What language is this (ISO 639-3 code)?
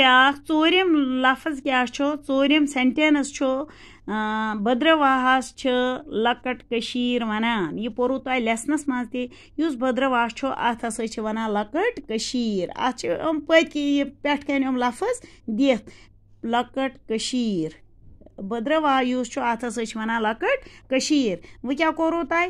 kas